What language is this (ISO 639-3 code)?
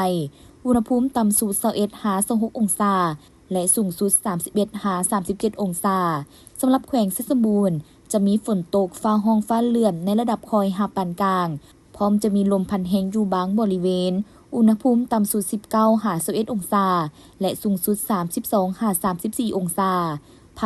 lao